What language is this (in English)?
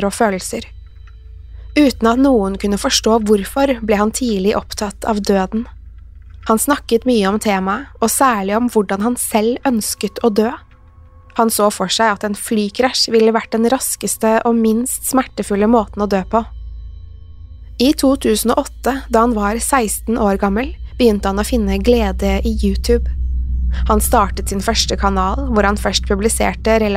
Norwegian